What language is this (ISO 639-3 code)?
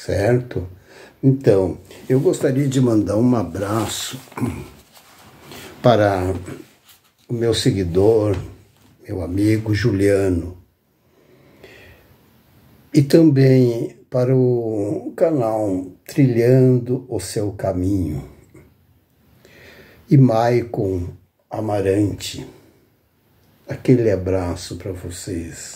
por